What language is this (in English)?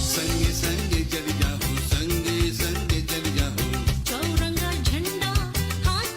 Morisyen